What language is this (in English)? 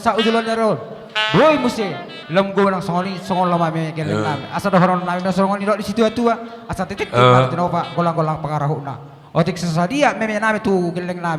Batak Toba